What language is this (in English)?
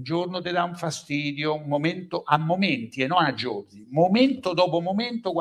Italian